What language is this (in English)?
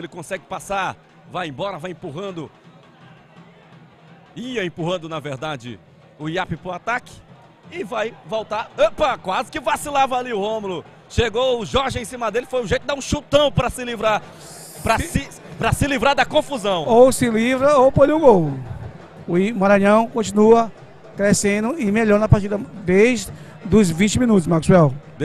Portuguese